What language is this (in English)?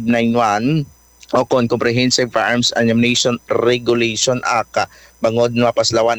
Hiligaynon